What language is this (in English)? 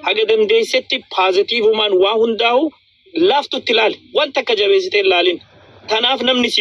Oromo